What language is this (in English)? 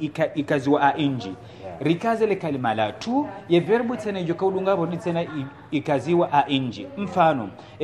Ngazidja Comorian